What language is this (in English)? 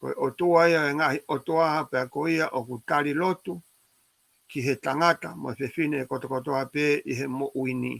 Tongan